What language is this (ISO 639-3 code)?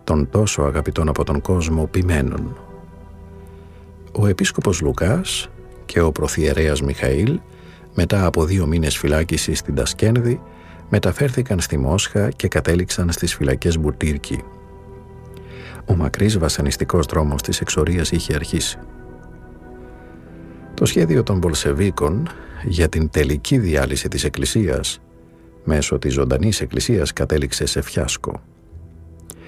ell